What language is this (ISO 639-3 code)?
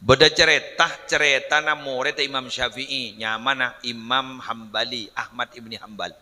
mad